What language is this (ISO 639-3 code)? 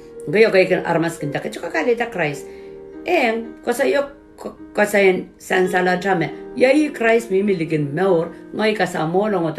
pon